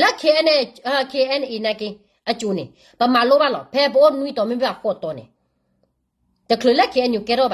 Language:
S'gaw Karen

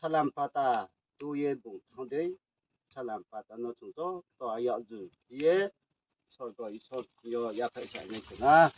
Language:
Riang (India)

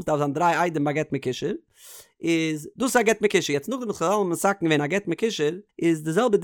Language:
Yiddish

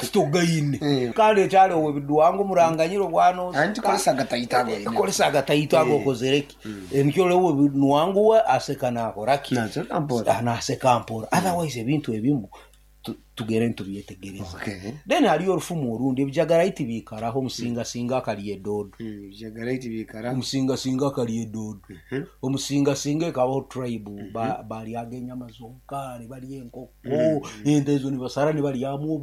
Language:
Nyoro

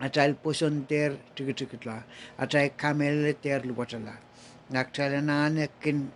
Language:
Pohnpeian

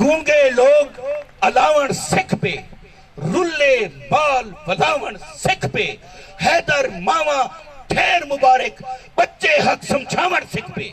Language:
Saraiki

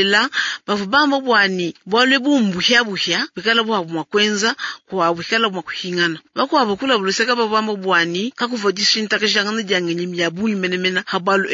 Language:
Luba-Lulua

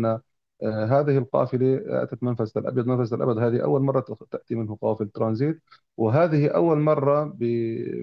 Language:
Arabic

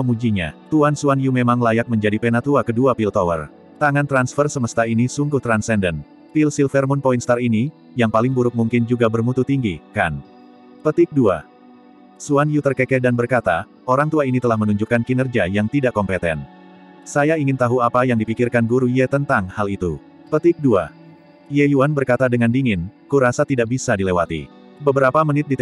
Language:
Indonesian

